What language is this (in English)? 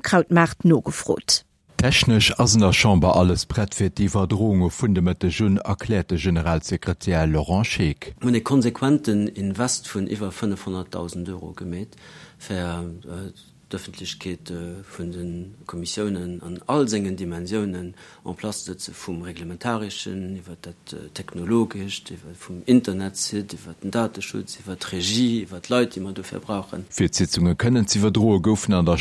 Luxembourgish